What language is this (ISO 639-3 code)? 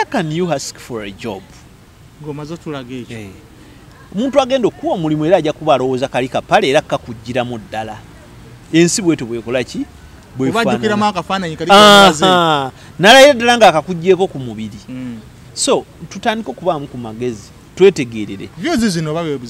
lug